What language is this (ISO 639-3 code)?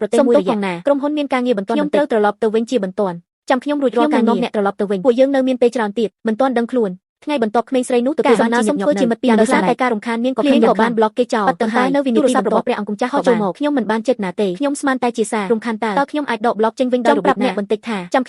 khm